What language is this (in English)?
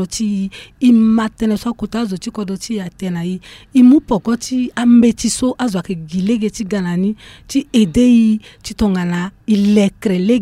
Sango